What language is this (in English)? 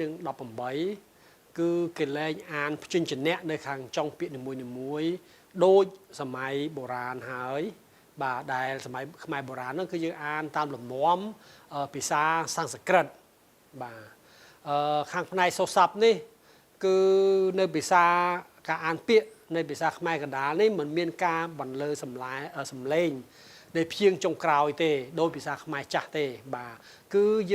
Khmer